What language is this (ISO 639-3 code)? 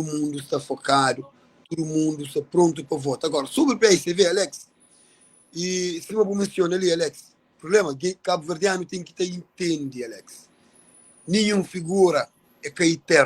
kea